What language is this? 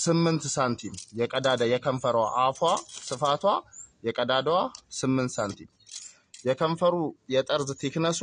Amharic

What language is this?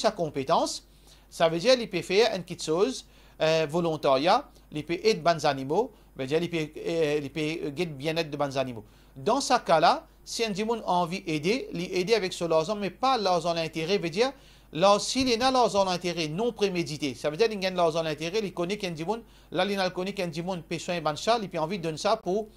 Morisyen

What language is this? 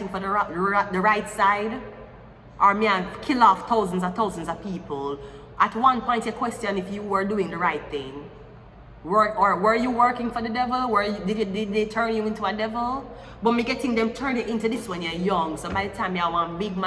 Jamaican Creole English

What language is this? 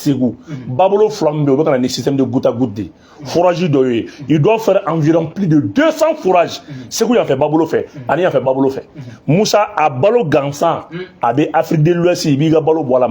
Bambara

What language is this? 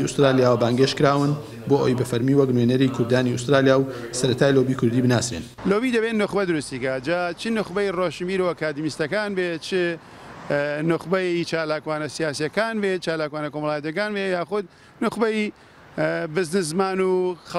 Central Kurdish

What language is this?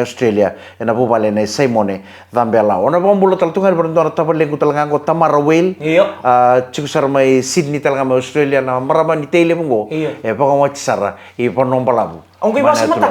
Fijian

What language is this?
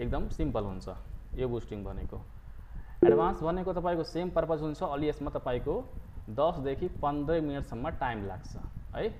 Nepali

